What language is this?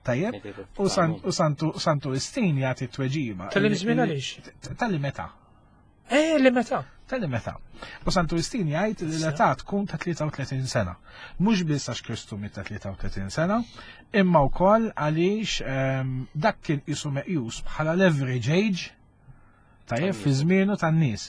Maltese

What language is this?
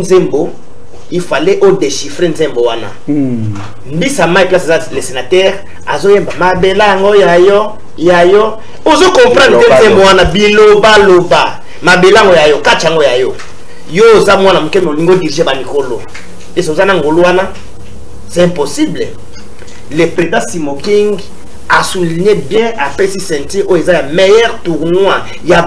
Lingala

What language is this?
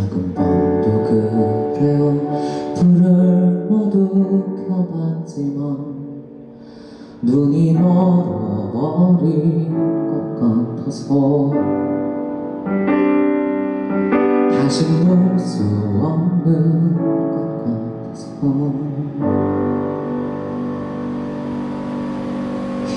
Korean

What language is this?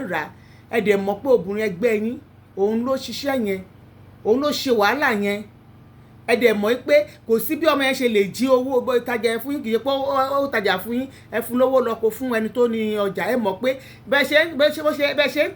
Yoruba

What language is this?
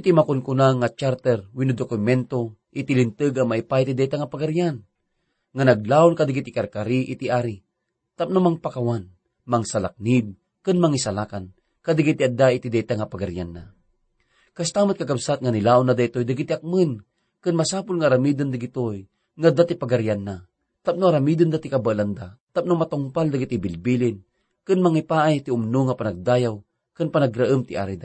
Iloko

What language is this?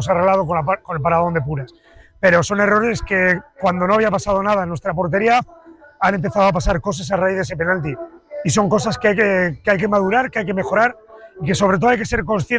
Spanish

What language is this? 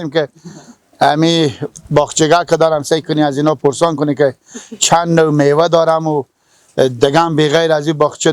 Persian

